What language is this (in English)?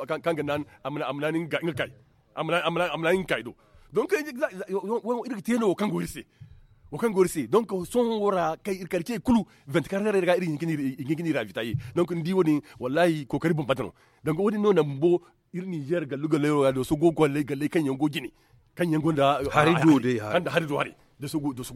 Zarma